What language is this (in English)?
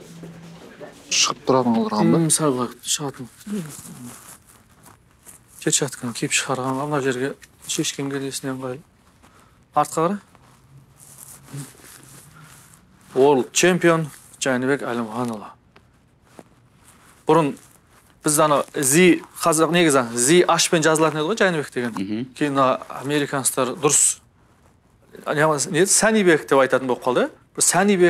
Kazakh